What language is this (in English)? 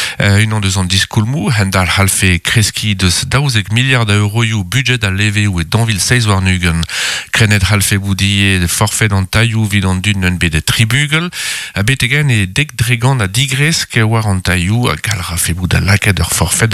Breton